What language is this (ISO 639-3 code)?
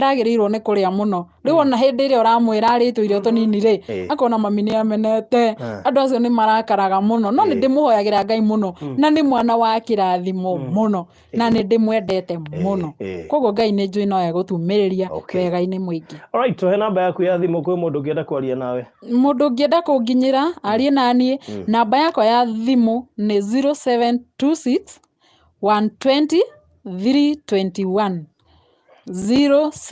kik